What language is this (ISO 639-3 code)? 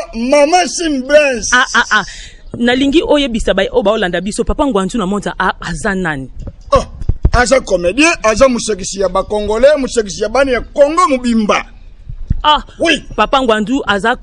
lin